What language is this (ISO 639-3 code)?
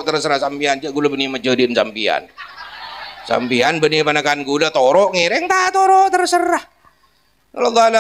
mad